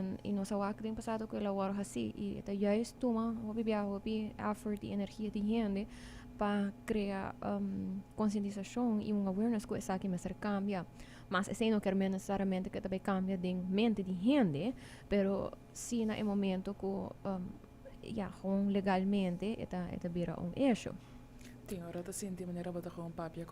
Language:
Papiamento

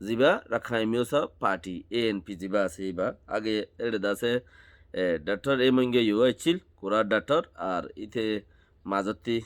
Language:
Rohingya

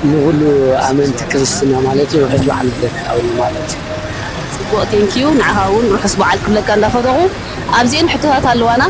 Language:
Tigrinya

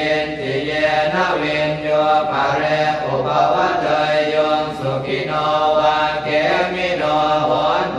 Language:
Pali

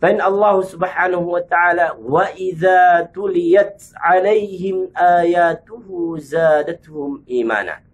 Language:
Yakan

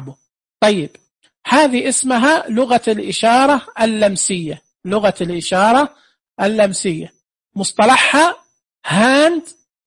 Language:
Najdi Arabic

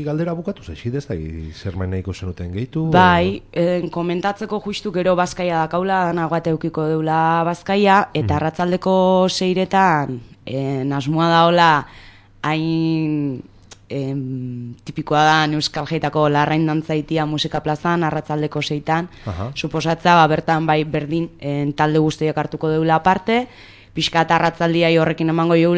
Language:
Basque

